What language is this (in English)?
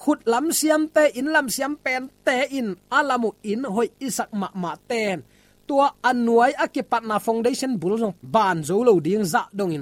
Tedim Chin